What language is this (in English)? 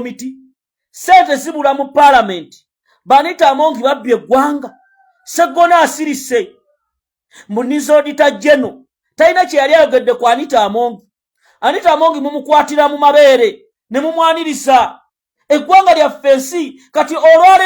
Ganda